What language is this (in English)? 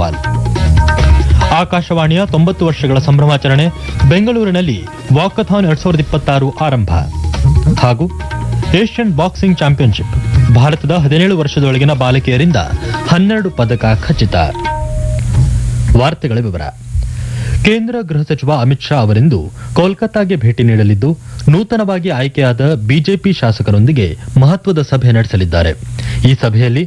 Kannada